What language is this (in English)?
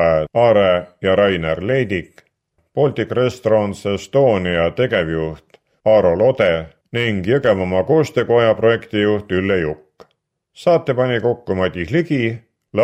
Estonian